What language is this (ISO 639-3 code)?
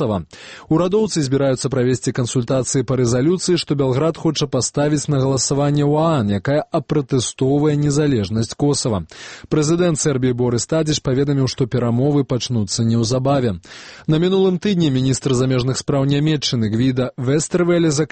bel